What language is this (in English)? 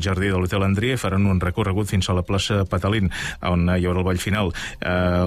Catalan